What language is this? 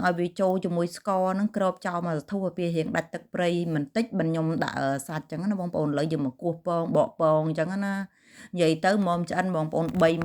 Khmer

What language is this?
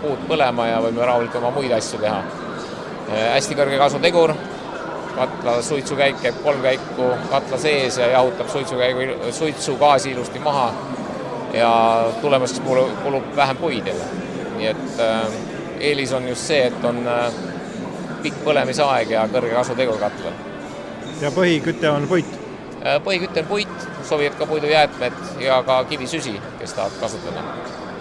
Estonian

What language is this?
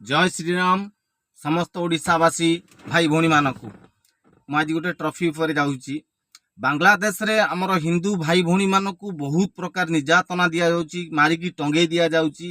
Odia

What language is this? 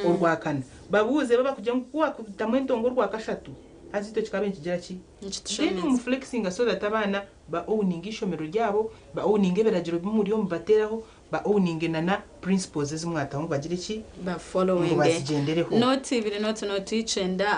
Nyankole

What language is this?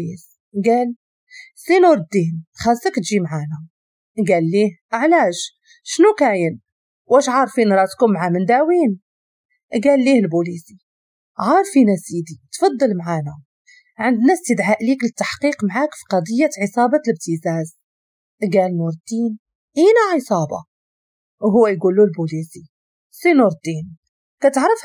Moroccan Arabic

